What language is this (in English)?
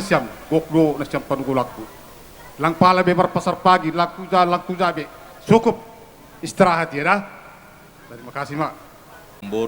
Batak Simalungun